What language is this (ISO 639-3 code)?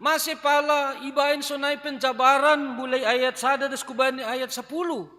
bts